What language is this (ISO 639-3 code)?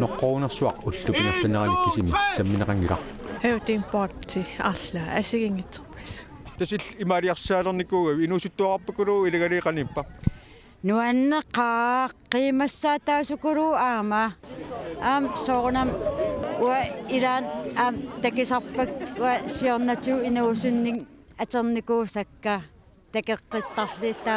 kal